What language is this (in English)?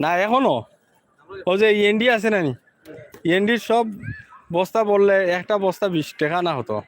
Sylheti